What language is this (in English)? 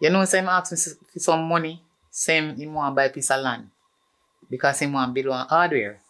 Jamaican Creole English